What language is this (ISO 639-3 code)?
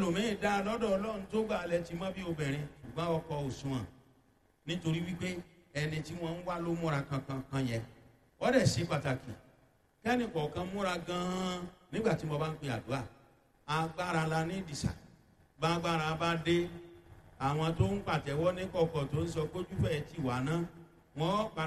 yor